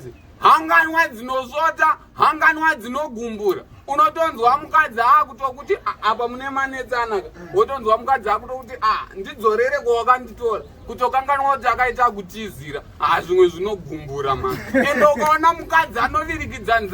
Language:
Shona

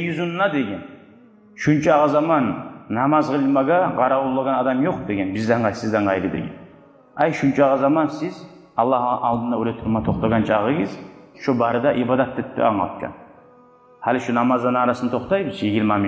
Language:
Kumyk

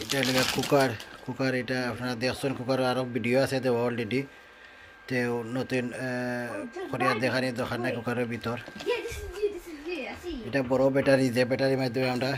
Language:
Sylheti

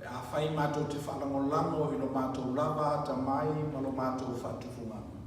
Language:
Samoan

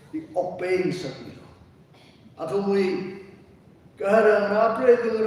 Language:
Tangkhul Naga (India)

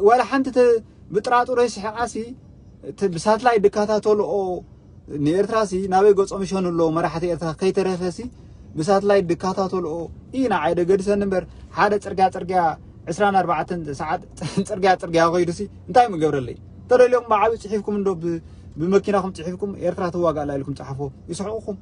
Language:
Tigrinya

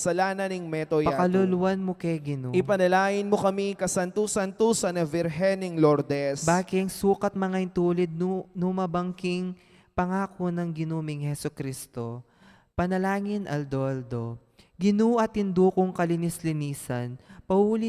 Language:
Pampanga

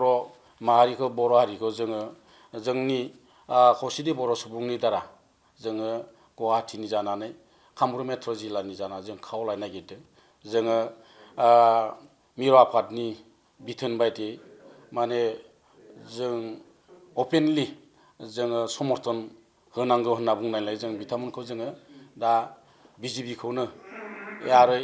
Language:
Bodo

